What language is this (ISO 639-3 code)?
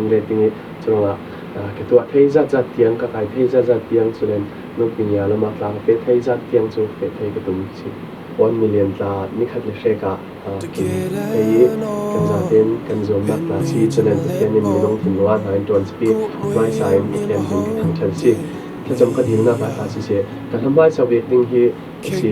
cfm